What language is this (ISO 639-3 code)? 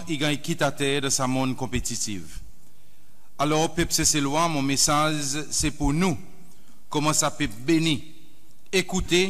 crs